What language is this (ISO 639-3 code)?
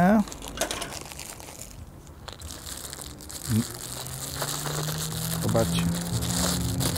pol